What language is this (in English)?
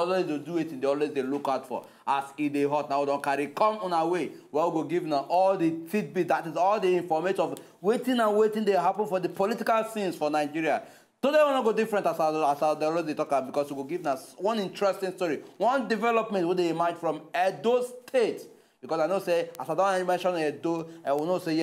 Nigerian Pidgin